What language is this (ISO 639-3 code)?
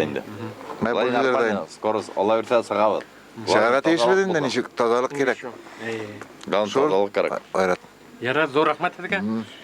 bak